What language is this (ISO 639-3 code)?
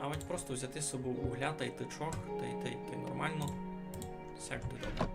rue